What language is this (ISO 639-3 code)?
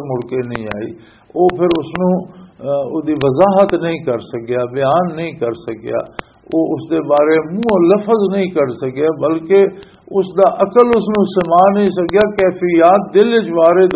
lah